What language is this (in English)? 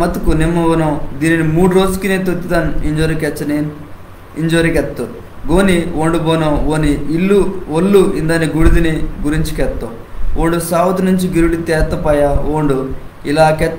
Koya